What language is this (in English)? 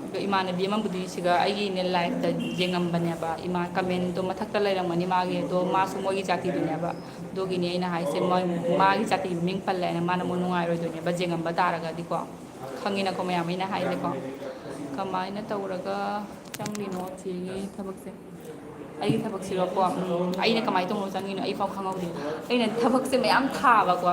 Manipuri